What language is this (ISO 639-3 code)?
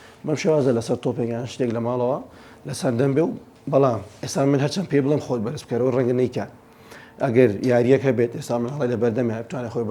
ckb